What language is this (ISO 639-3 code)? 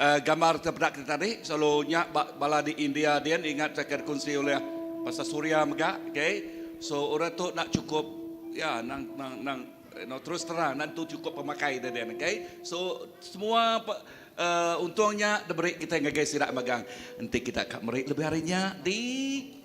iba